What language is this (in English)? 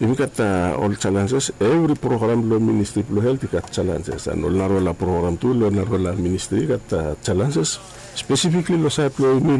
Bislama